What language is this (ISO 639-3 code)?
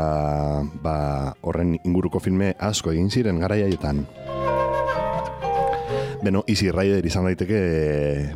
eus